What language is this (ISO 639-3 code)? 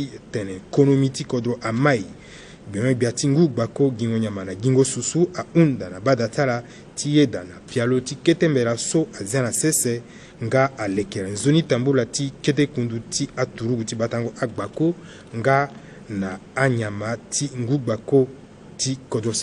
sag